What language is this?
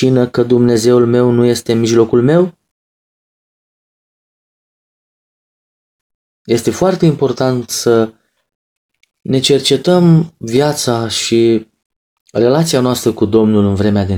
Romanian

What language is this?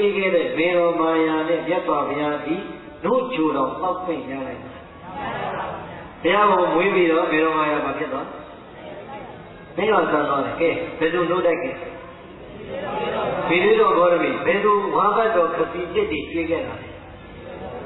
Burmese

